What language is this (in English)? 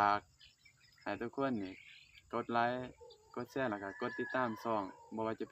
Lao